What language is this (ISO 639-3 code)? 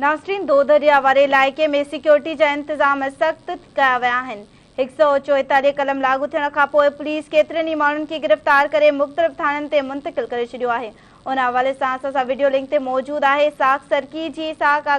snd